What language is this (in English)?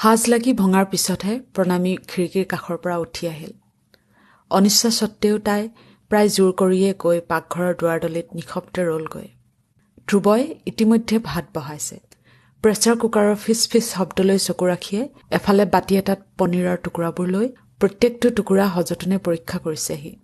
Assamese